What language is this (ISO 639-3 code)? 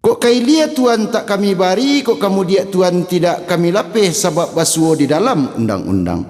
min